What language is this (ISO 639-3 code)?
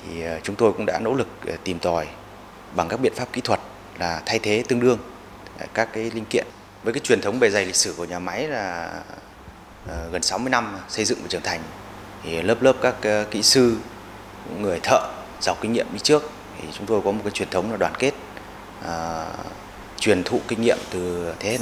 vie